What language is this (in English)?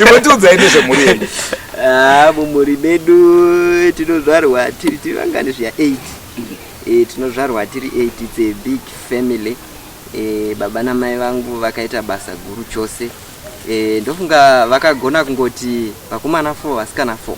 Shona